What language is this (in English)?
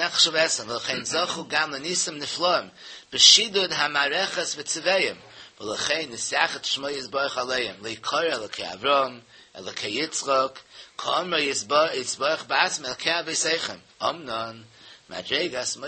Yiddish